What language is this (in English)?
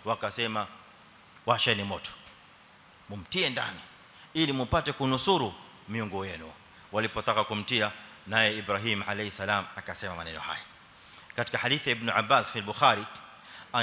Swahili